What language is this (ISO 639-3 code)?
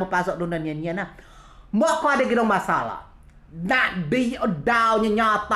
rej